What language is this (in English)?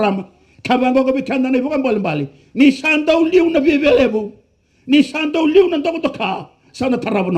Fijian